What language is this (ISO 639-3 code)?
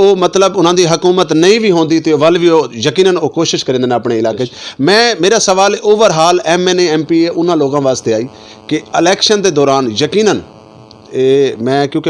skr